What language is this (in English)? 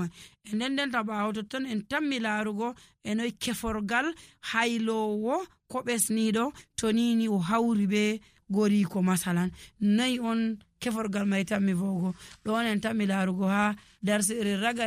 Nigerian Fulfulde